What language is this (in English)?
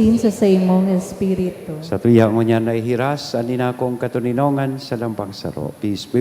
Bikol